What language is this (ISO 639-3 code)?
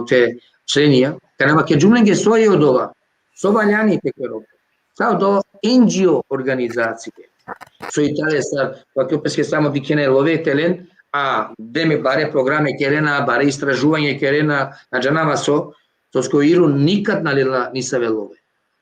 rmn